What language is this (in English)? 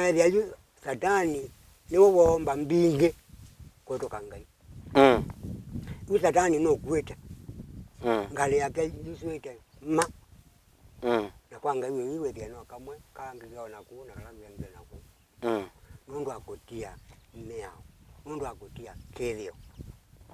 Kamba